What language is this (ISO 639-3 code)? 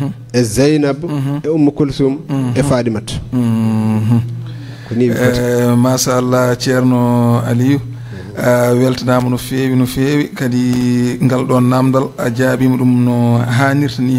ful